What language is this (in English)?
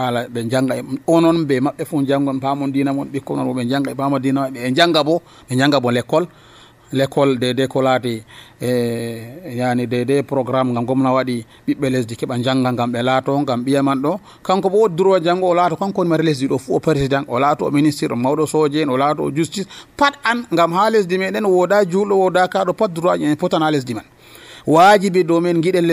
Nigerian Fulfulde